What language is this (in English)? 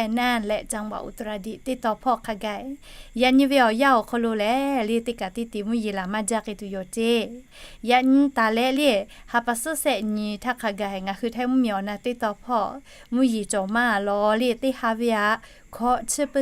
Lahu